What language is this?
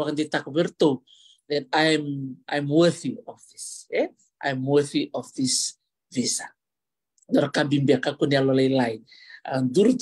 Fijian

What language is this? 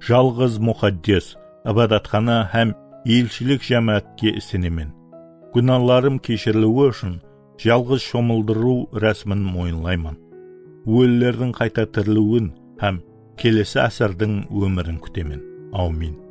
Kara-Kalpak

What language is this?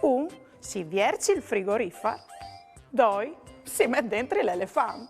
Friulian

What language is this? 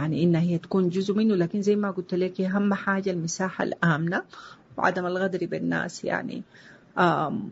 Sudanese Arabic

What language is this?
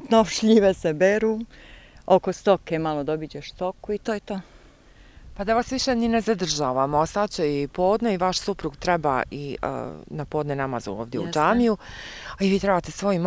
Bosnian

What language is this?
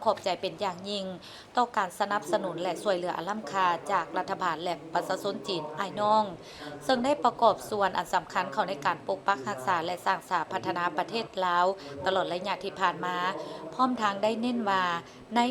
Lao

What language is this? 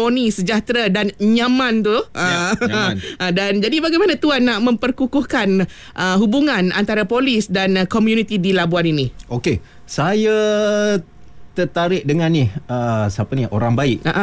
Malay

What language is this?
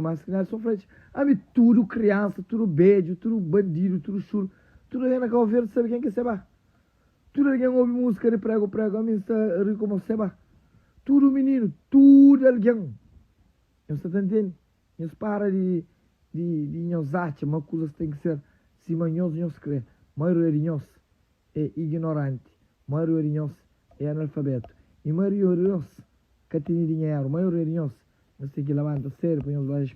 Kabuverdianu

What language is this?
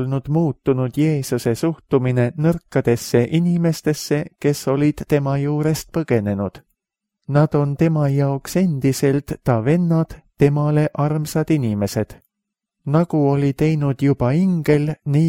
Estonian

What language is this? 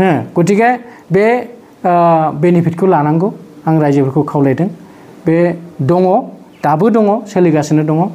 Bodo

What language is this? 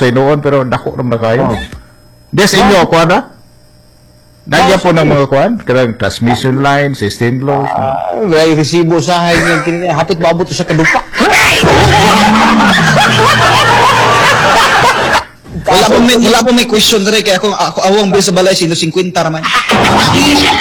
Cebuano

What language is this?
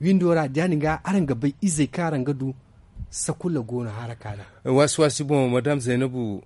Zarma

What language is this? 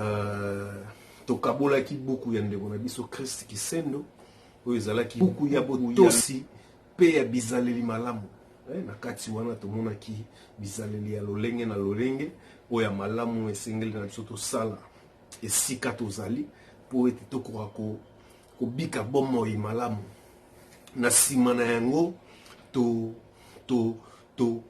Lingala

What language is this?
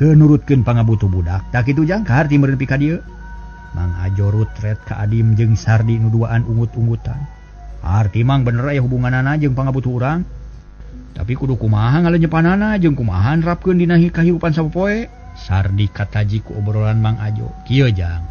Sundanese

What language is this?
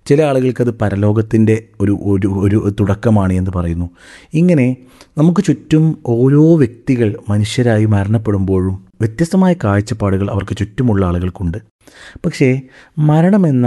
Malayalam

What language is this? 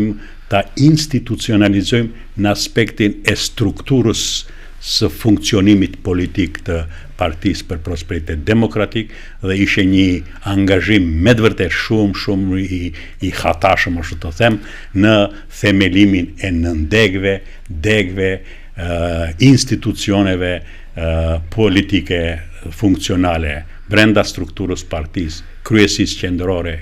Albanian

